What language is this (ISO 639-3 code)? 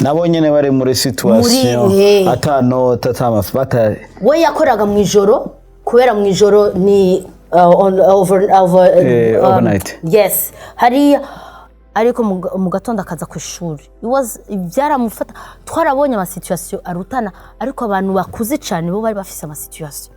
run